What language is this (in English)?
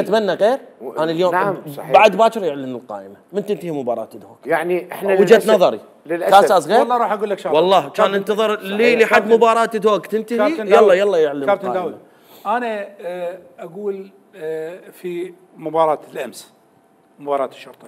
Mesopotamian Arabic